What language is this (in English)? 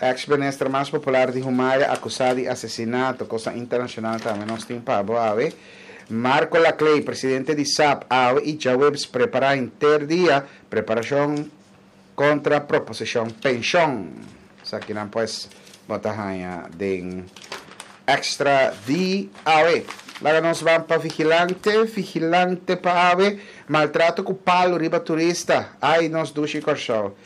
Papiamento